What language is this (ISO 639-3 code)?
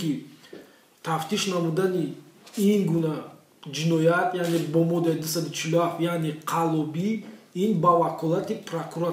tgk